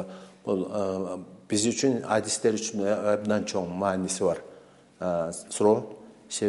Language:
Kyrgyz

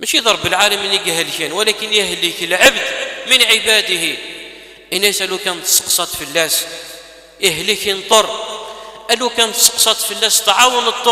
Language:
Kabyle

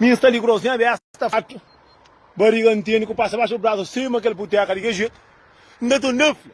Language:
Kabuverdianu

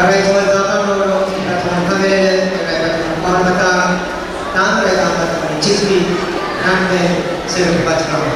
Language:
Pohnpeian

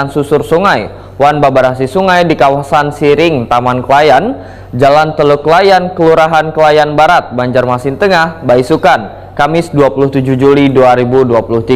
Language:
Banjar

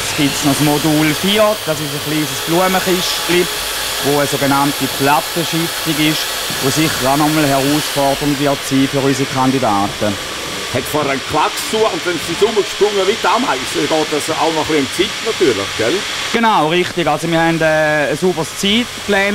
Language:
German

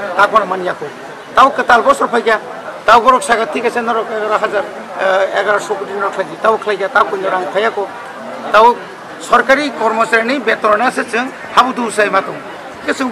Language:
Kok Borok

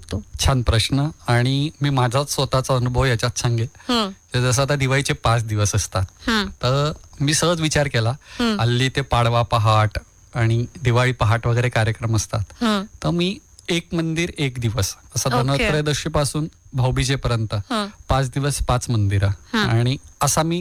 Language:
Marathi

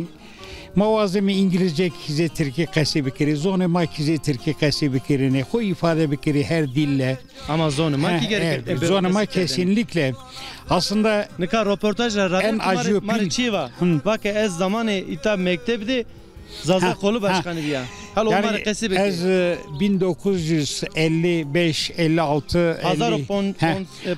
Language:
Zaza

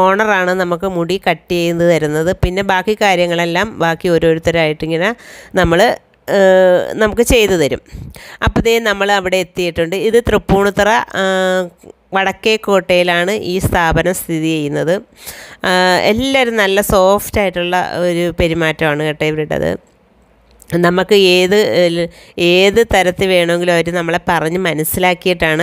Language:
Malayalam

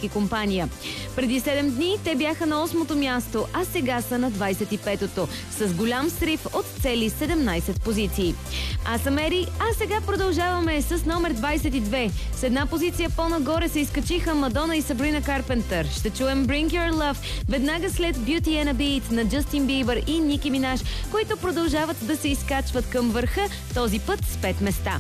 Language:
Bulgarian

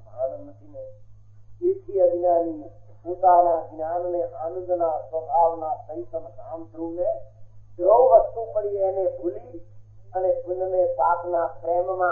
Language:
Gujarati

